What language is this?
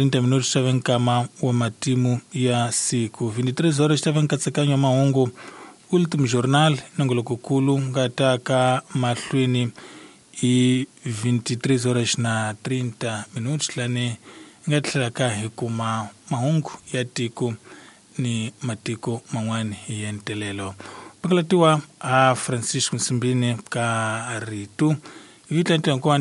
Tsonga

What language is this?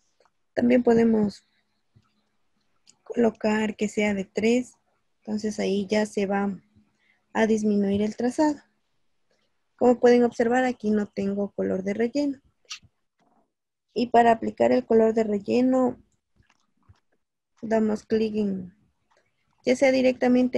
Spanish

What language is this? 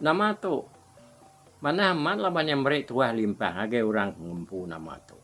Iban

